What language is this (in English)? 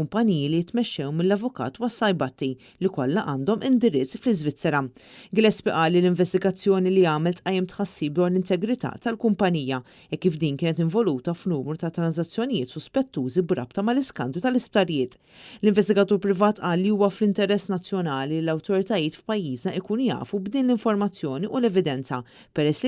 Maltese